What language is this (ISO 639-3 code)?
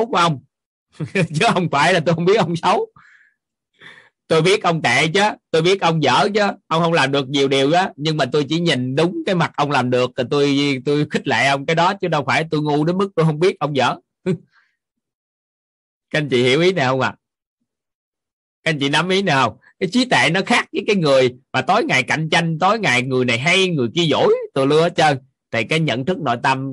vie